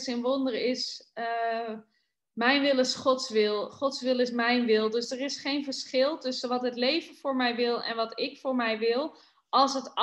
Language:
Dutch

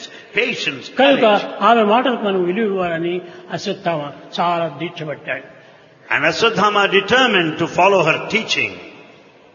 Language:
Telugu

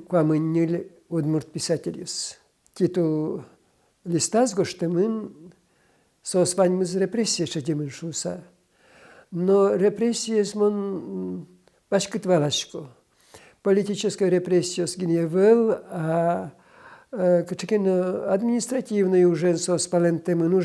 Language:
Udmurt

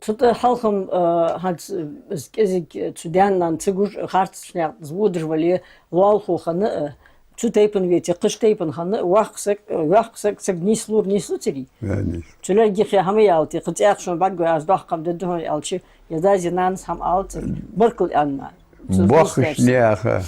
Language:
Ingush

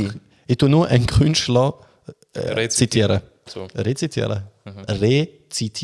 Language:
Swiss German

